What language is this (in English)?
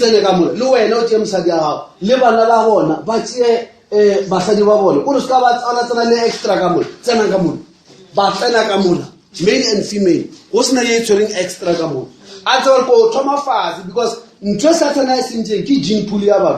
Northern Sotho